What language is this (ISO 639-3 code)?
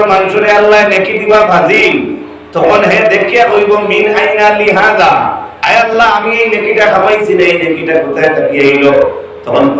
syl